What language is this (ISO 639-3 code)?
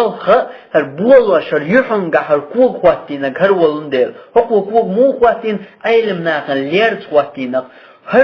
che